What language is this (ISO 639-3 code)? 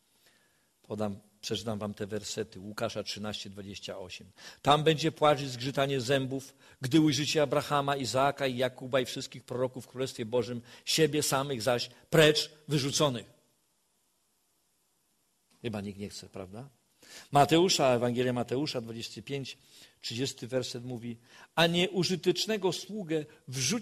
pol